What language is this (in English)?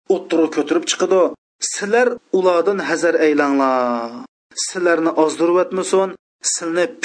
Uyghur